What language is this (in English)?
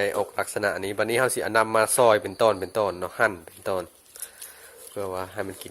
Lao